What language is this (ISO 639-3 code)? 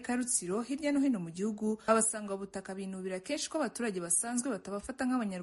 kin